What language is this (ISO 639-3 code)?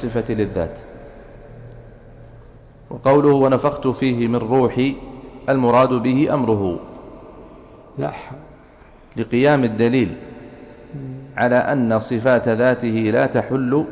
ara